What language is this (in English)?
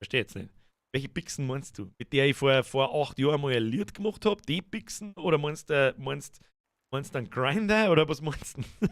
Bavarian